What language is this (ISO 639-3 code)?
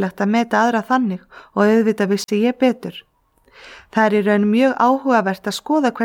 isl